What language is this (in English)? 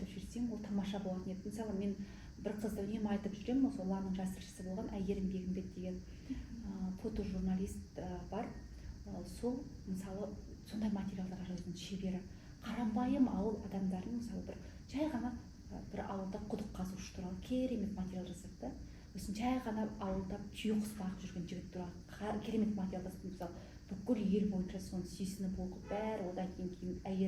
Kazakh